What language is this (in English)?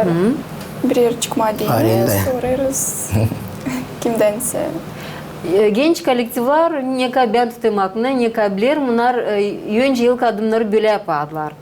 Gagauz